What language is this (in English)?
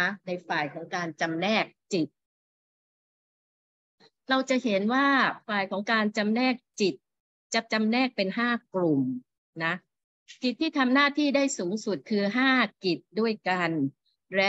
Thai